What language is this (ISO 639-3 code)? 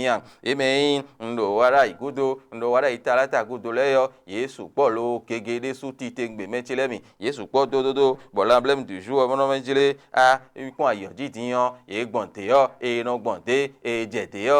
fon